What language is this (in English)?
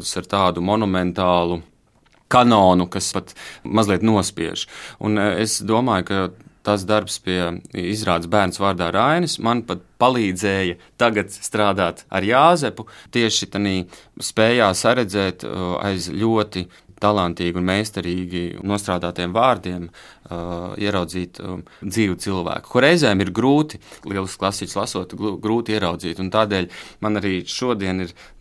Latvian